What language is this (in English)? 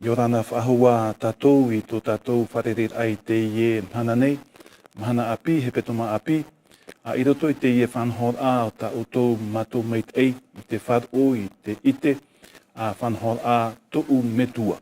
Tahitian